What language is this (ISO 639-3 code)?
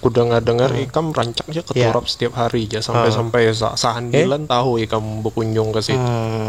bjn